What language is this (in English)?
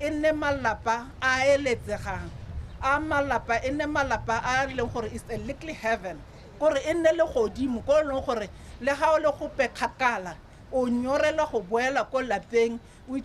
Tswana